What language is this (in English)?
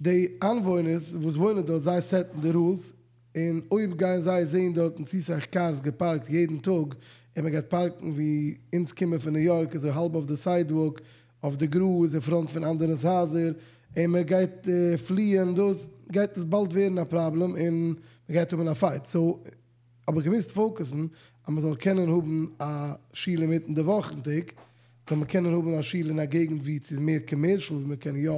Yiddish